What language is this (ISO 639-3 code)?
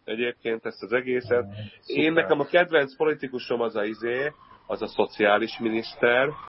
hun